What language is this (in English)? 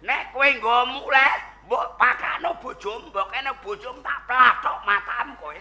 Javanese